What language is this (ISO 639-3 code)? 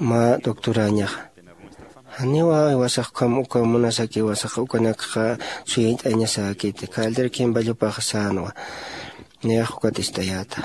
aym